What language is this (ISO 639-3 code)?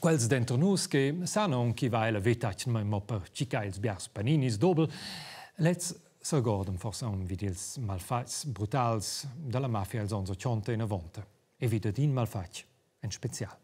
roh